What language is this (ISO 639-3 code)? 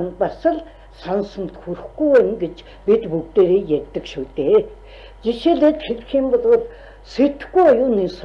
mon